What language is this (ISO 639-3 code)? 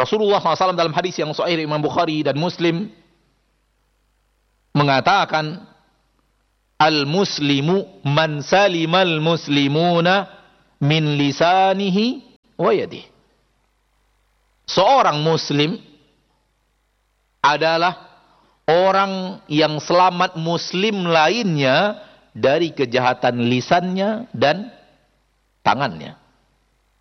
ind